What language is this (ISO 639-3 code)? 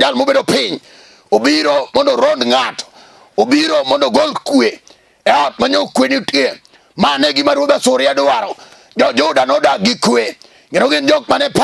luo